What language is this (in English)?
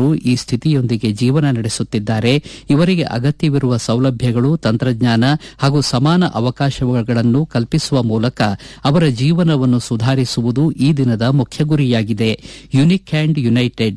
Kannada